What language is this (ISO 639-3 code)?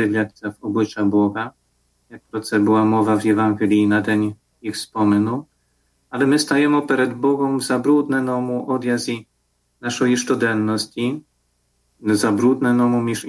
ukr